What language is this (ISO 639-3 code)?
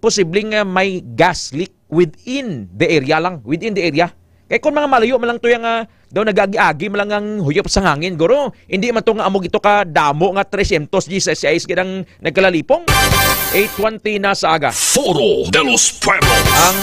hil